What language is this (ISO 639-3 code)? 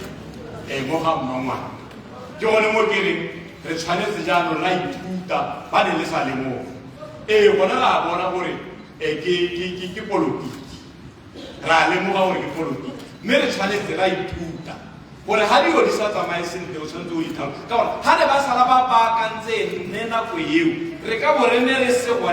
tsn